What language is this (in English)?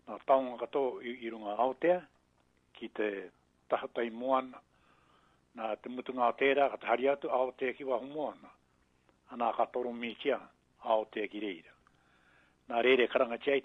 Māori